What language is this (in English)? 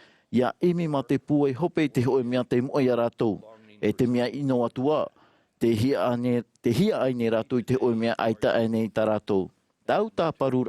Tahitian